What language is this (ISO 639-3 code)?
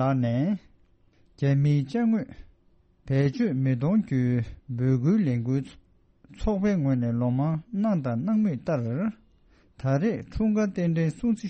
bod